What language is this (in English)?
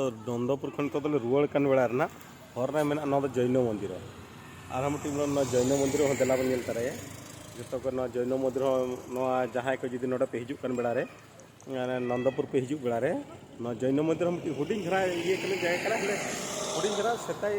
Santali